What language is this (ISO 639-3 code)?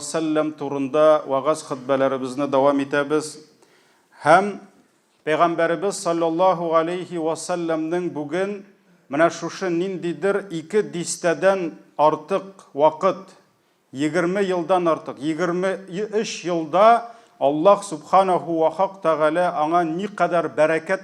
tat